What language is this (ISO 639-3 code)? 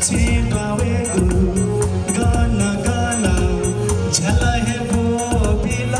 new